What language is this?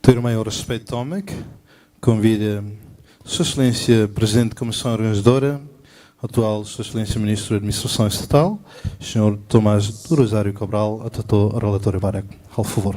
Tetum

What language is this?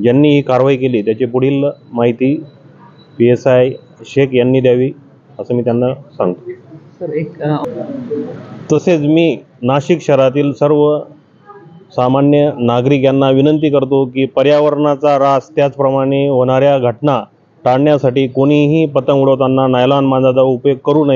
Marathi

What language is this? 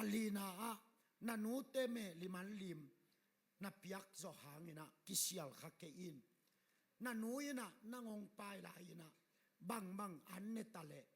Tedim Chin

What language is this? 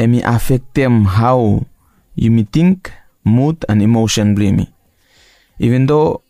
Bislama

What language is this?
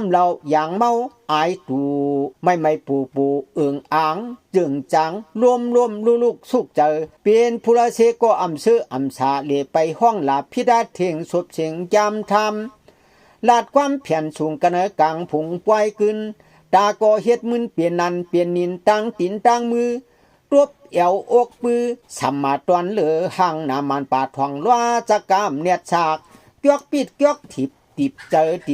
Shan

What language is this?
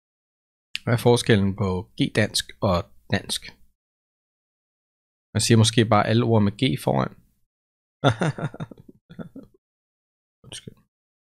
Danish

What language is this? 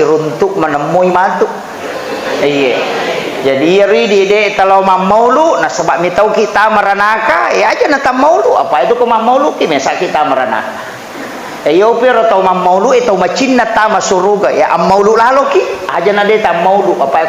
Buginese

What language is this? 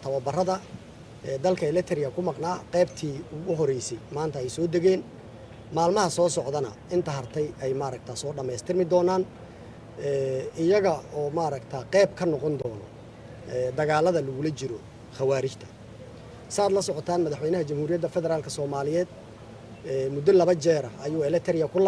Somali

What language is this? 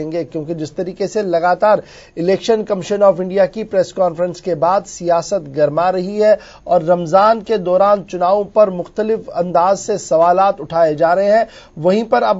Urdu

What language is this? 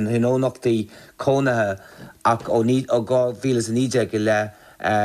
Irish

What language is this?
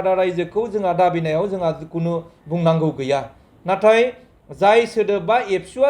Bodo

